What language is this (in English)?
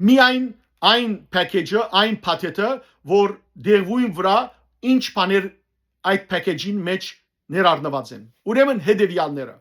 Western Armenian